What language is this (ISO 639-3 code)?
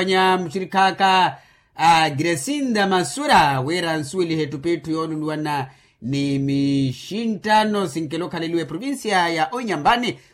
vmw